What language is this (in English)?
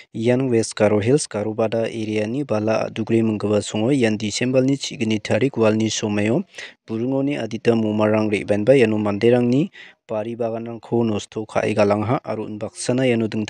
Garo